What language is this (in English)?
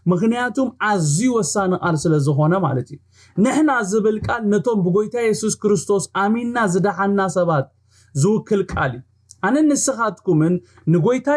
Tigrinya